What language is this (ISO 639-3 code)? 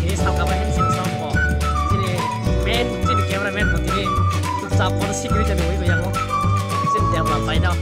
trp